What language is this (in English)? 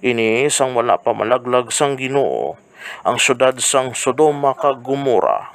Hiligaynon